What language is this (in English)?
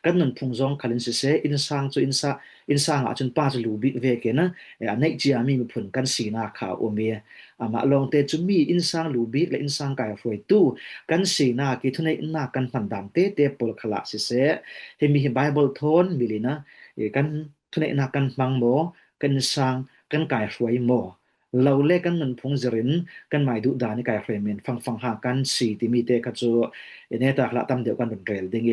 Falam Chin